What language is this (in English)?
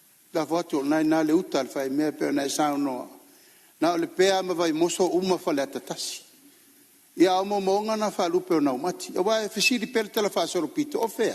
Samoan